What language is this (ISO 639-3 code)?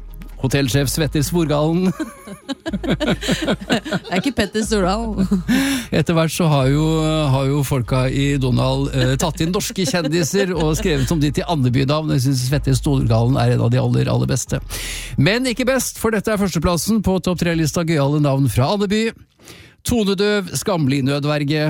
nor